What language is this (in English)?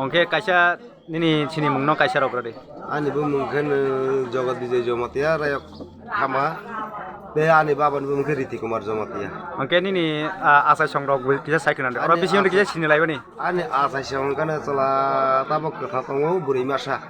Kok Borok